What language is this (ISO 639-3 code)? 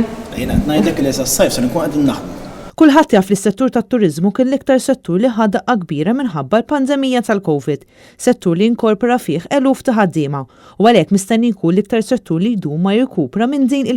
mlt